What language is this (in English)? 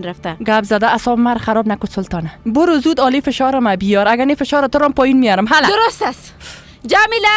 Persian